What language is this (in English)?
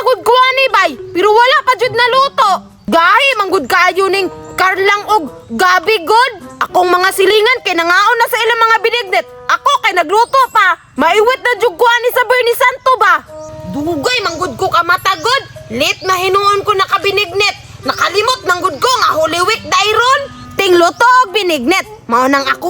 Cebuano